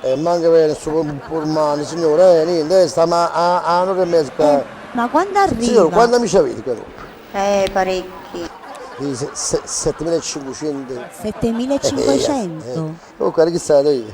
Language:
Neapolitan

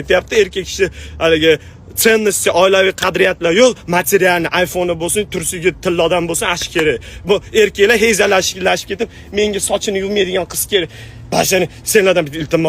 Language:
Uzbek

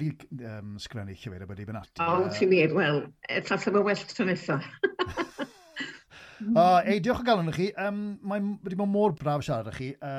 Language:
Welsh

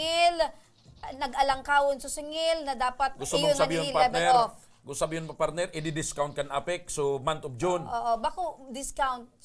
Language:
Bikol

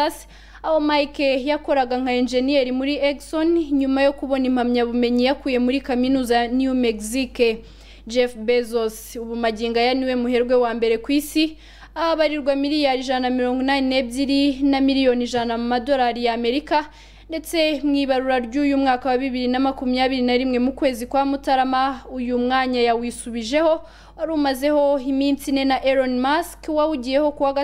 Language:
Kinyarwanda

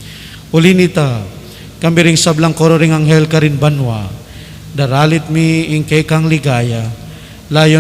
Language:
Pampanga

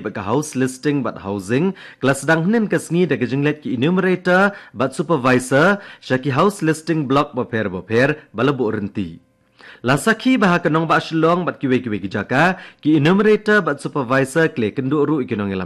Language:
Khasi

